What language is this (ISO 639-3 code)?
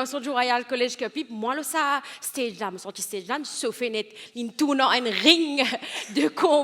mfe